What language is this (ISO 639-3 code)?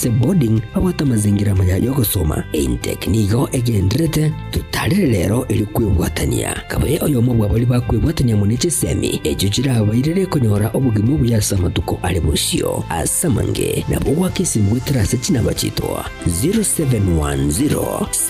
guz